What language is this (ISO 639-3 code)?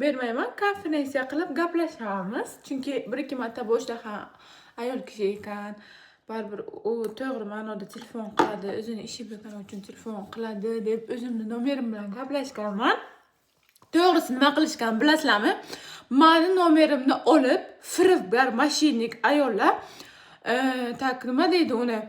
uzb